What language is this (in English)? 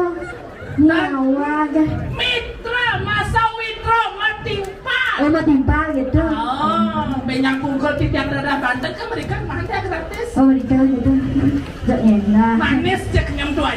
Balinese